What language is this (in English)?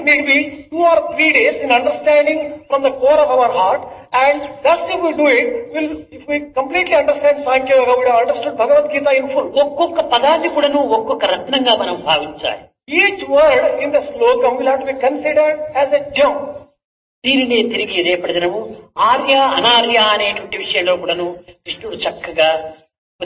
Telugu